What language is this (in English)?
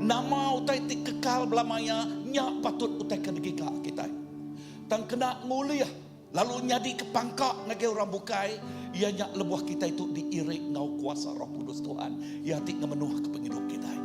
Iban